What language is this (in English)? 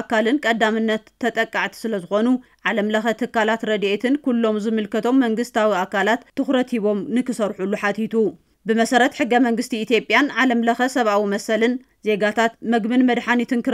Tigrinya